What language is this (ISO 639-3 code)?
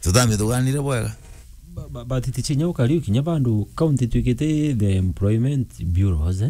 mer